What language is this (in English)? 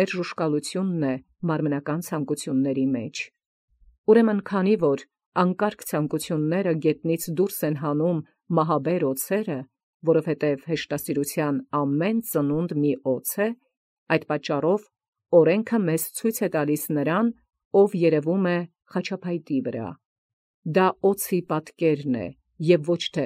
Armenian